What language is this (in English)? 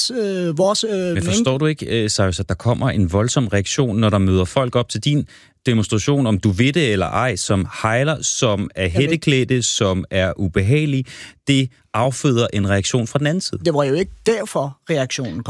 Danish